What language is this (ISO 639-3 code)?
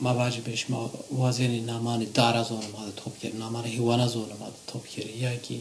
zza